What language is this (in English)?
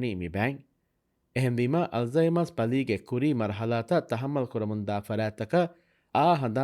Divehi